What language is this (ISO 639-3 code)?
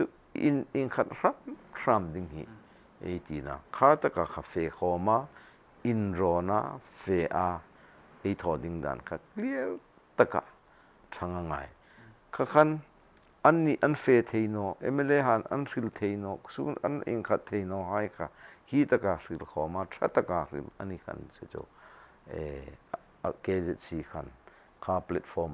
hmr